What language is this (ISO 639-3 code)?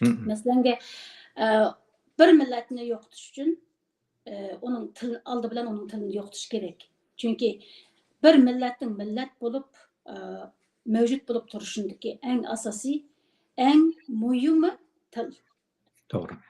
uig